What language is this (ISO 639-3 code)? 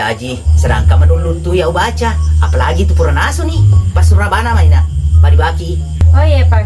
bug